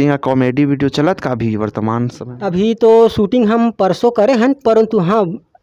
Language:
Chhattisgarhi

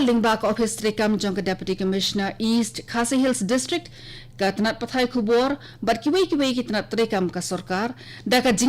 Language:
Khasi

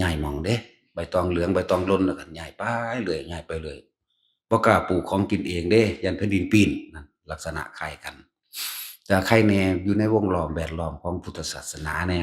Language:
Northeastern Thai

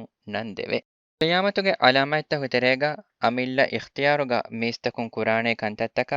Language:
Divehi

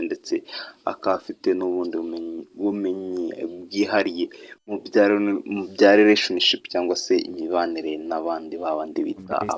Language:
Kinyarwanda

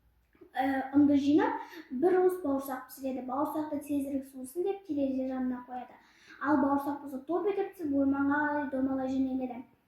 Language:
Kazakh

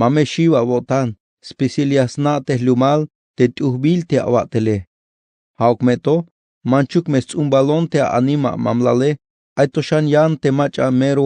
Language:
Tzeltal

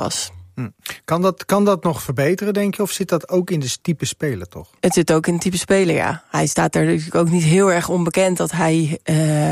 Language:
Dutch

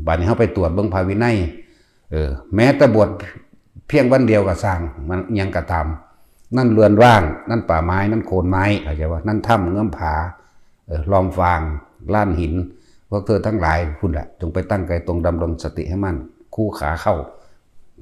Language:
Lao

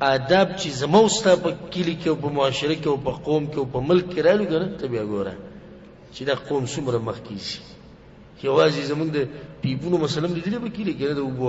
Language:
Pashto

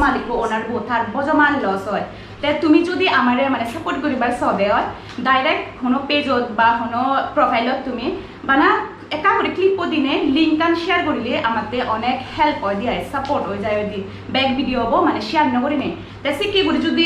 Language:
Chakma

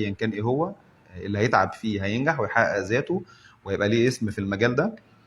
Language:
Egyptian Arabic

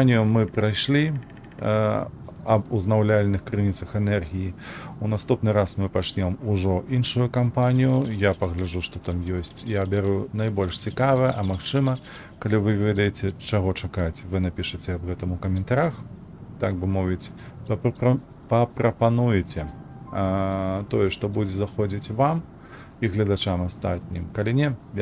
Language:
Belarusian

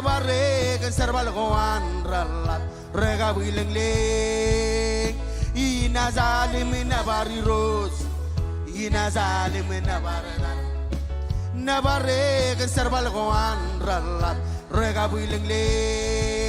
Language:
Marshallese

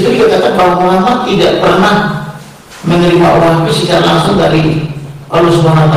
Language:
Indonesian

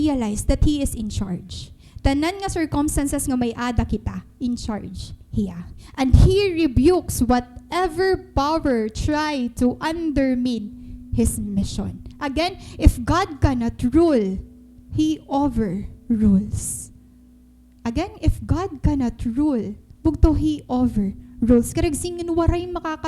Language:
Waray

